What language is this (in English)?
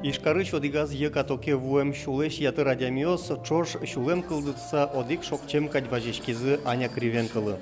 Udmurt